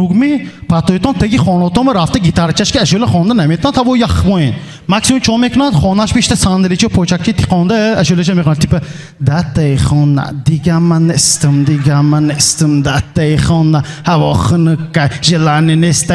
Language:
Tajik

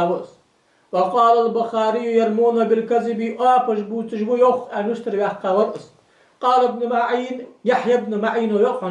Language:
Ingush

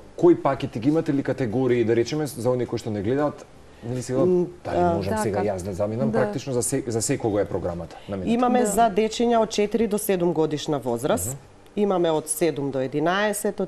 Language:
Macedonian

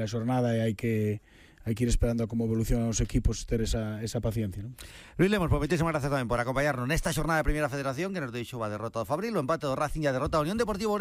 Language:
Galician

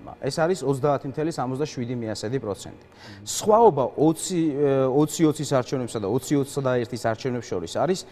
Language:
Georgian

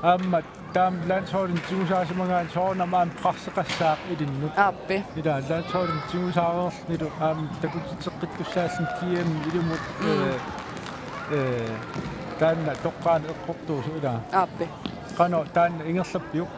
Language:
Kalaallisut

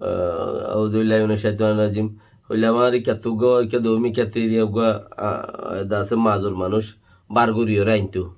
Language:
Rohingya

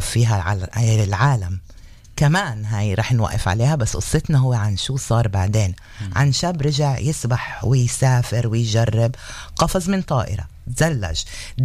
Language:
North Levantine Arabic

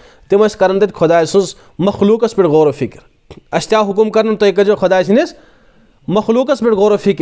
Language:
Kashmiri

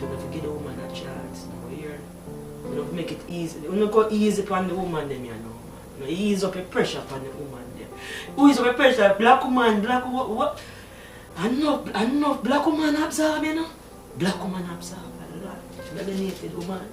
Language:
Jamaican Creole English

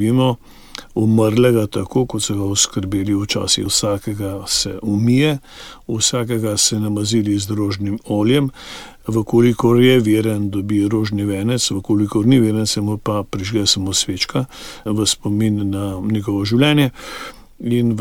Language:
Slovenian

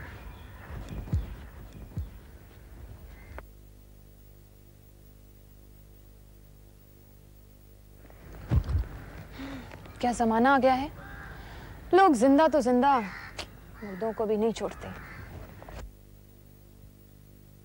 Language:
Hindi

